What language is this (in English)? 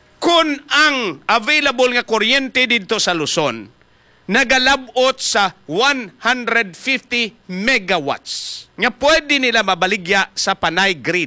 Hiligaynon